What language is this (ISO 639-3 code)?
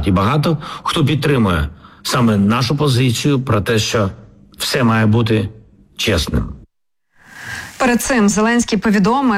ukr